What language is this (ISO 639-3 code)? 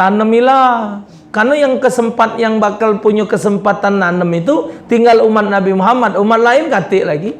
mui